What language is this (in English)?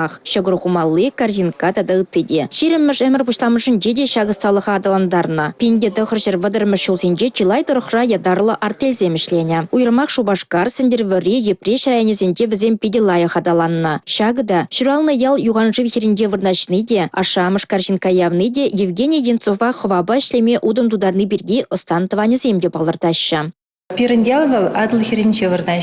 Chuvash